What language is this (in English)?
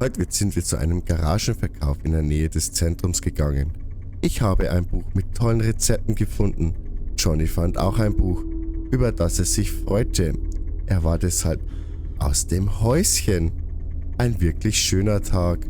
Bavarian